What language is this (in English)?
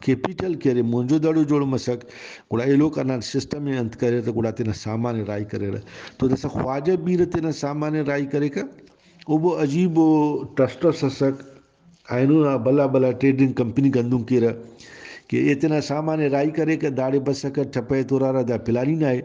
Brahui